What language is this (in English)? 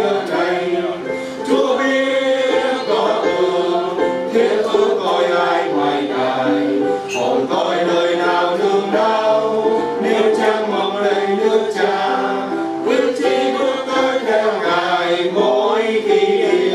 Vietnamese